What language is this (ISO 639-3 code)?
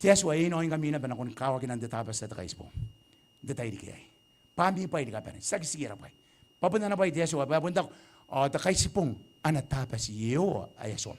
gil